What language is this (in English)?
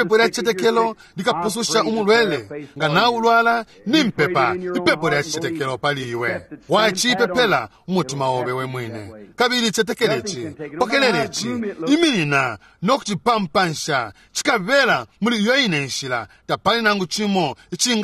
Bemba